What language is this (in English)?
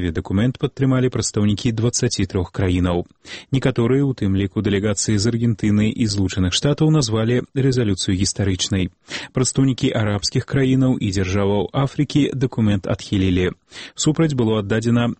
Belarusian